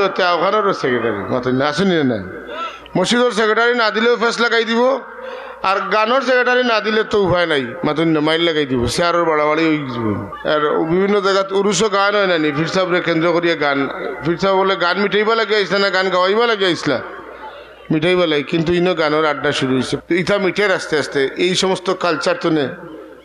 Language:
Sylheti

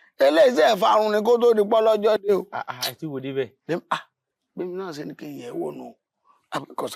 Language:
Yoruba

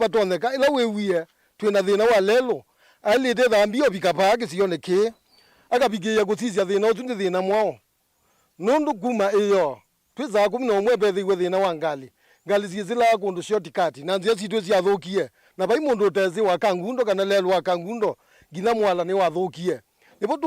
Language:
Kamba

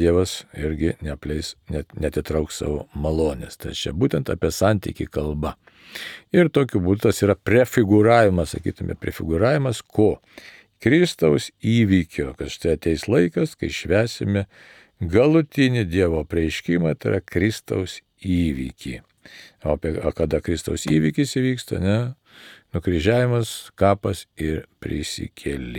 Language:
Lithuanian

